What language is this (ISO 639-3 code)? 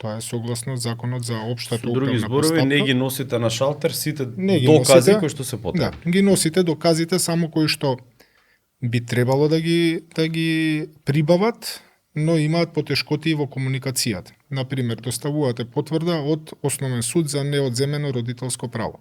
mkd